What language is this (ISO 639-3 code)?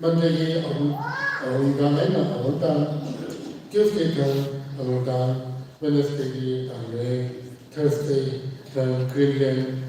nmf